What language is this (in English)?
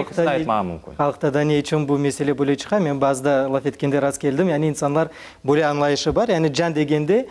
Crimean Tatar